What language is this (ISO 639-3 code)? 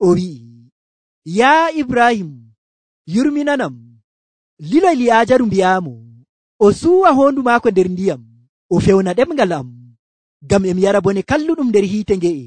fuv